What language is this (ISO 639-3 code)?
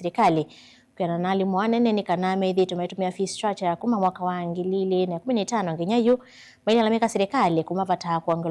kam